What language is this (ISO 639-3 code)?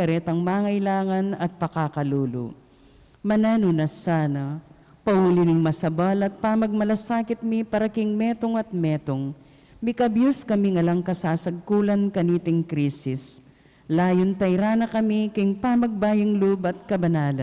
pam